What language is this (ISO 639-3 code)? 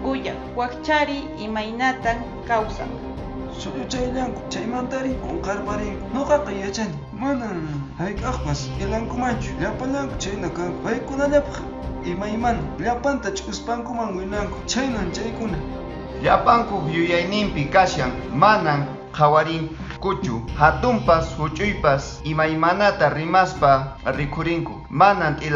que